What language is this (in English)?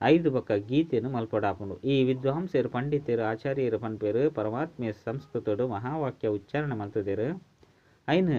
Tulu